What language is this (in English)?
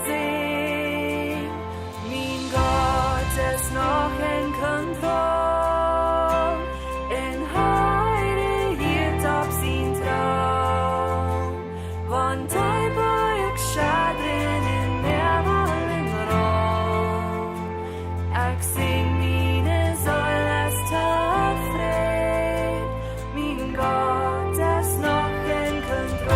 Plautdietsch